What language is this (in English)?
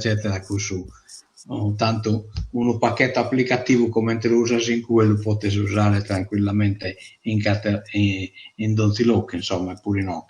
Sardinian